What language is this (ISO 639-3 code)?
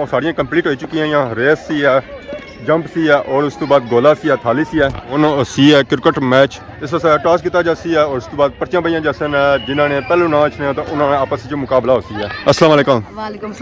phr